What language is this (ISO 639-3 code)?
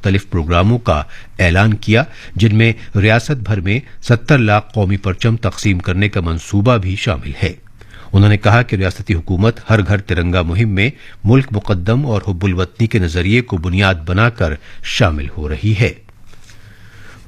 urd